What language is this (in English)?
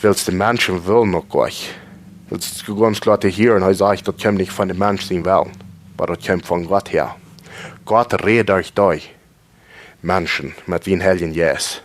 Plautdietsch